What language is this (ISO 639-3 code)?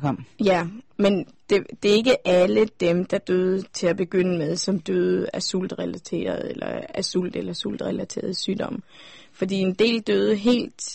dan